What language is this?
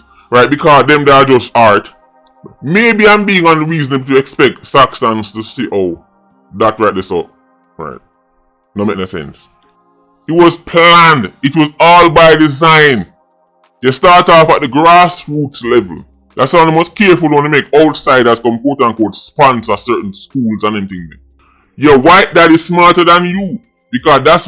Jamaican Creole English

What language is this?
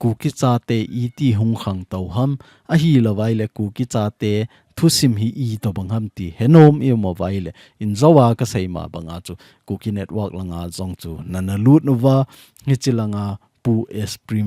Thado Chin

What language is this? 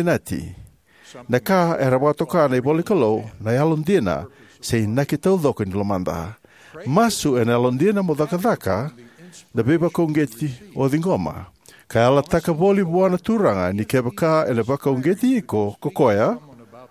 Fijian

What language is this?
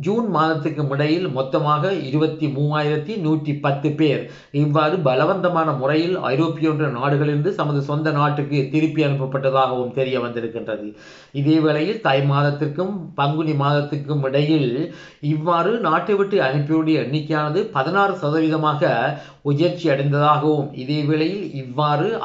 Tamil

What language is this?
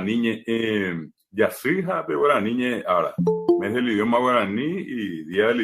Guarani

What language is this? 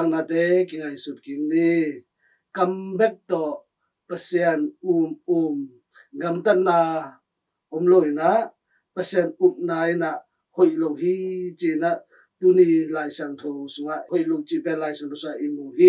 Tedim Chin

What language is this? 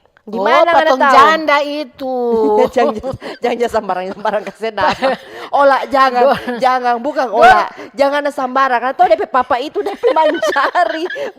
Manado Malay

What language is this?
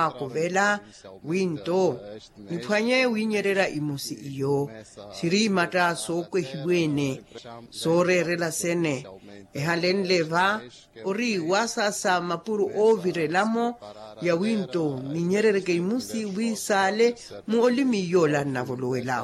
Makhuwa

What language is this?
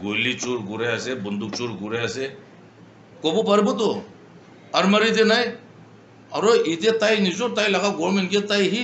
Naga Pidgin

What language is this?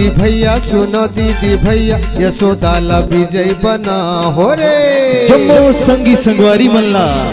Chhattisgarhi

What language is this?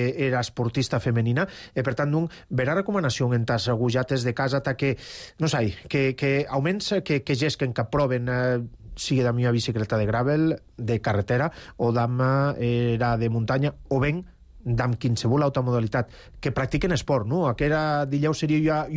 Catalan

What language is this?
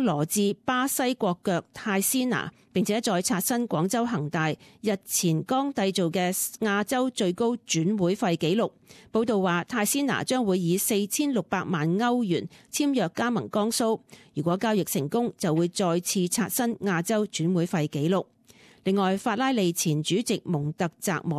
Cantonese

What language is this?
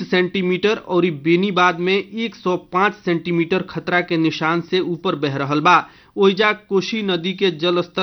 Bhojpuri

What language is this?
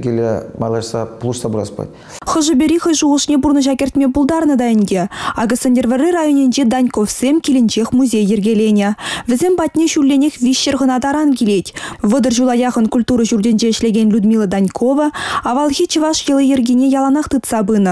Chuvash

